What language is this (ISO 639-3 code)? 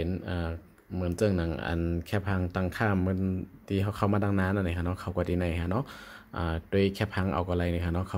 shn